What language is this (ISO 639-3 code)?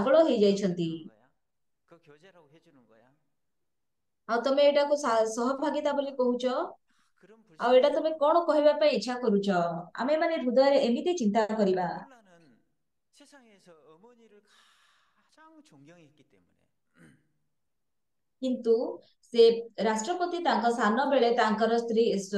ori